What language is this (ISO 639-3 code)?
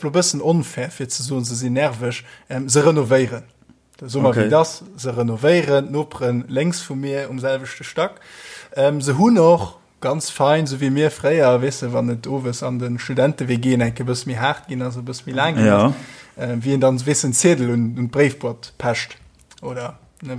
ltz